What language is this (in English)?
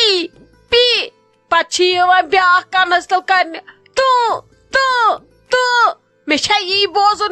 Kashmiri